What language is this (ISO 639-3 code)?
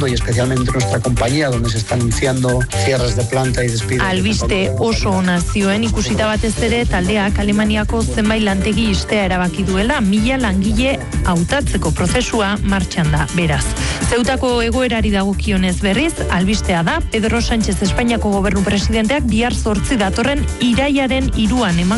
eus